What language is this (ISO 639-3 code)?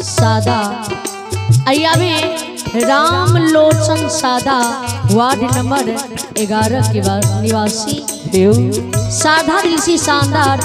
mai